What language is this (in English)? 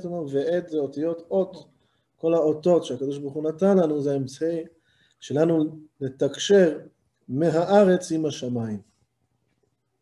Hebrew